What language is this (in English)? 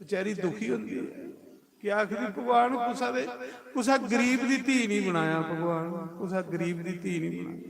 Dogri